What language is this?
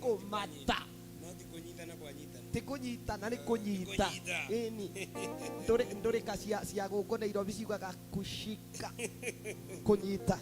Kikuyu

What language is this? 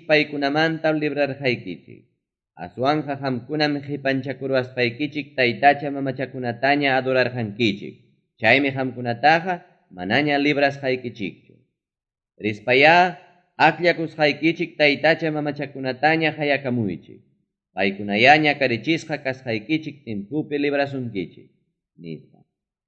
Ayacucho Quechua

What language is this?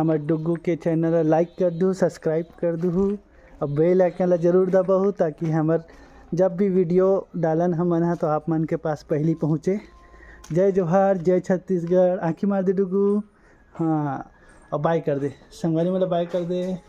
Chhattisgarhi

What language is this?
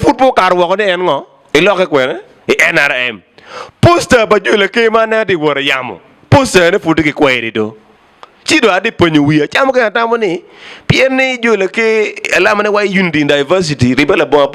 Acoli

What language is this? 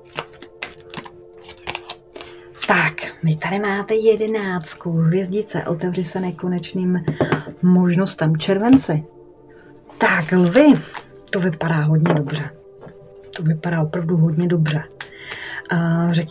Czech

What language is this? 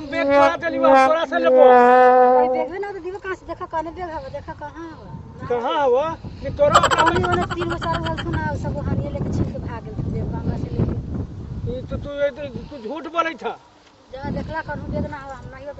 Magahi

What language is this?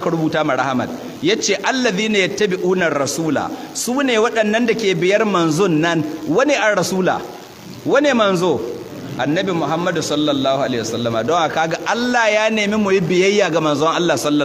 Hausa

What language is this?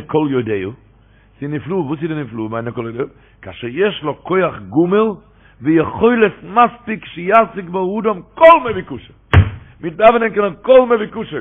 Yiddish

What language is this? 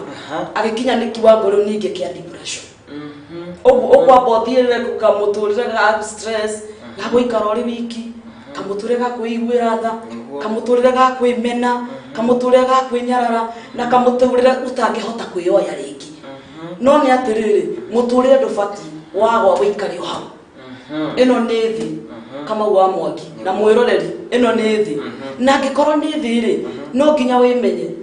Kikuyu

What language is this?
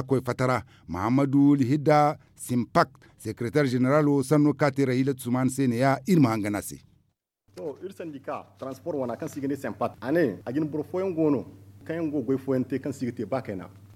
Zarma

